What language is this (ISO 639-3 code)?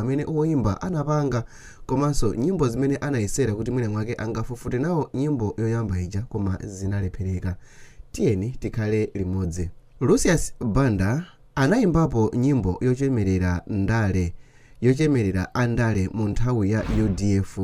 nya